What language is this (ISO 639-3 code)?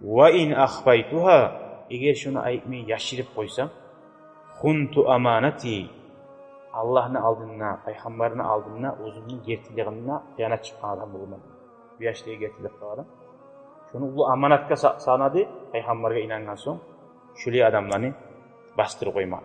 kum